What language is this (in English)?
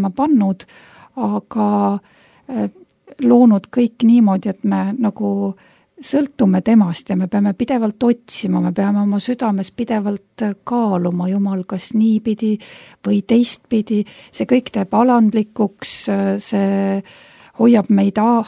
Estonian